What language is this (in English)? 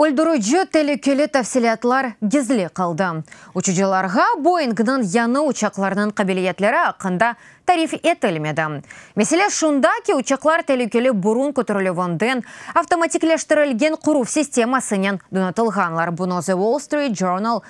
Crimean Tatar